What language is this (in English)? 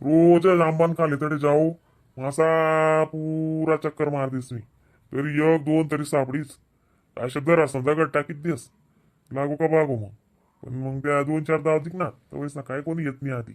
Khandesi